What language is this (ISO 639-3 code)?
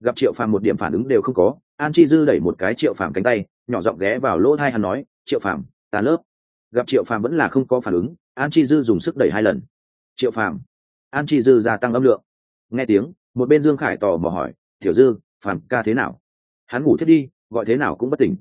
vie